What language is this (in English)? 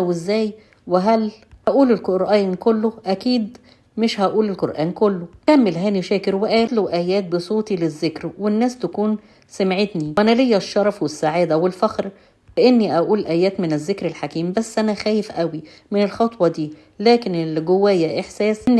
Egyptian Arabic